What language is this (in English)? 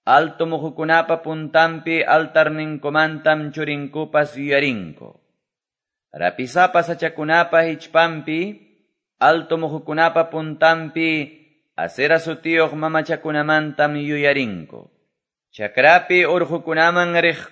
Quechua